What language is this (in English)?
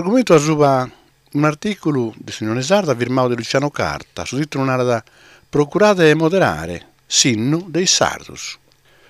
Sardinian